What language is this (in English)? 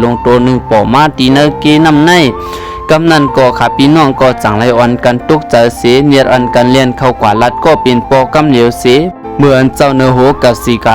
Shan